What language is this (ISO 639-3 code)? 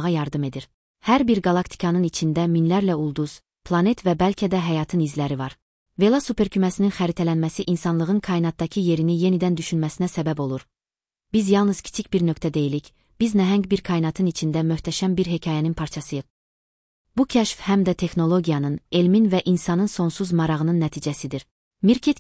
aze